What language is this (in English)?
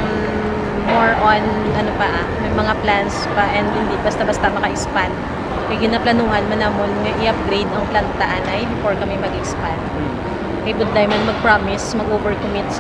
Hiligaynon